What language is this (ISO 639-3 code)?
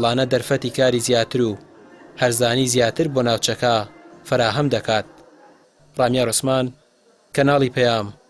ckb